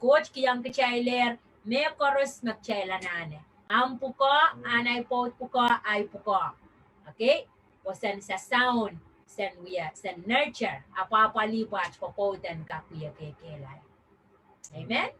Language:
Pohnpeian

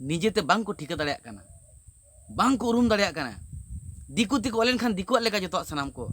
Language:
Santali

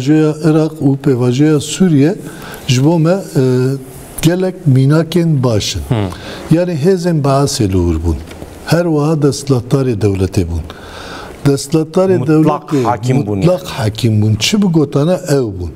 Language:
Kurdish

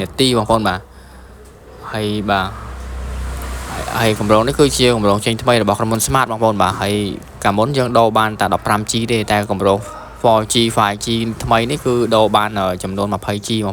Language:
Khmer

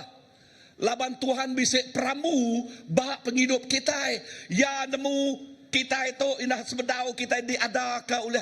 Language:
Iban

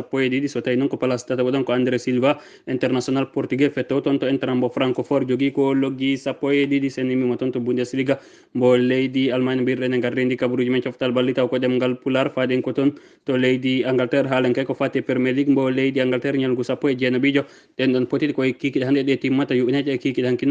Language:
Fula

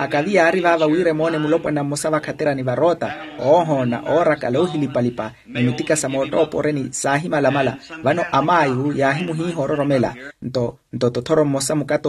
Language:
Makhuwa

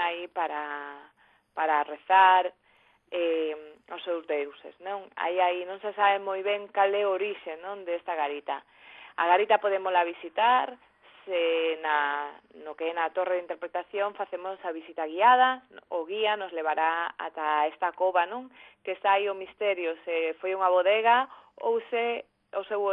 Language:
Galician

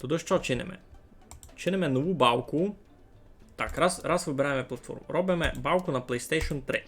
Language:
Rusyn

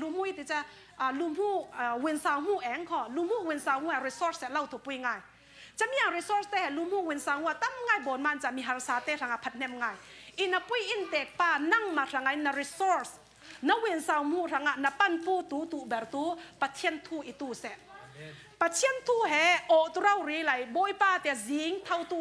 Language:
Falam Chin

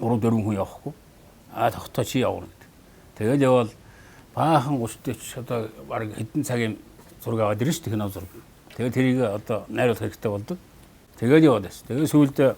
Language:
Mongolian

